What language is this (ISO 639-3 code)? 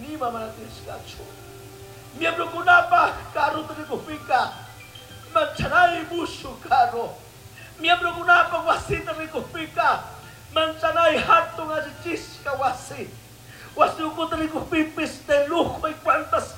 qug